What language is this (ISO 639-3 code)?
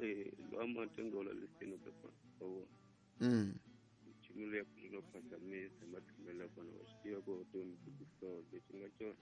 tso